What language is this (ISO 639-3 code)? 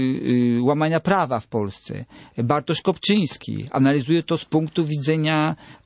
pol